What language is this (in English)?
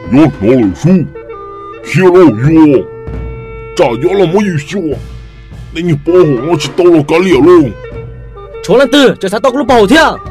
Hmong